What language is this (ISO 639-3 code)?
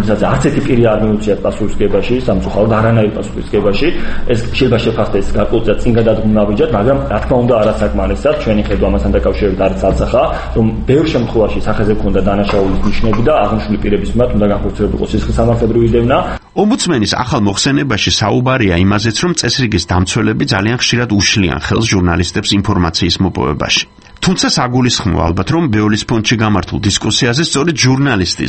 kat